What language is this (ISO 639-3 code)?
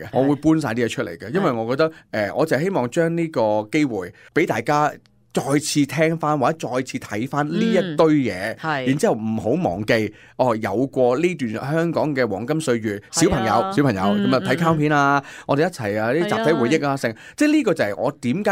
yue